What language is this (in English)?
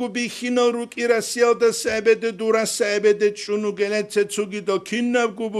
Avaric